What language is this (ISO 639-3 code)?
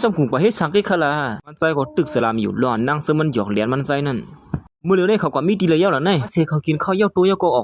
shn